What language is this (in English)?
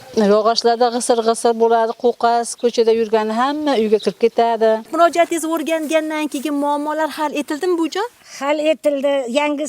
Uzbek